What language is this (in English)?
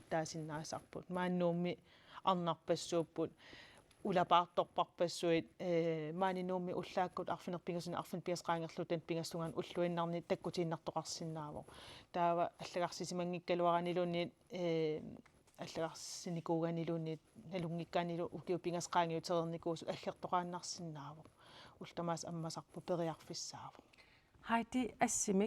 Kalaallisut